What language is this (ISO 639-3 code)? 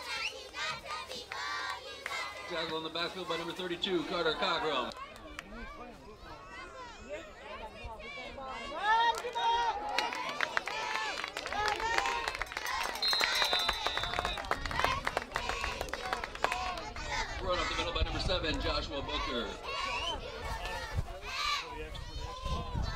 eng